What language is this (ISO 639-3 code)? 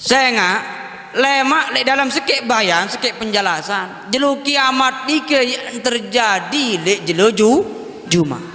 sas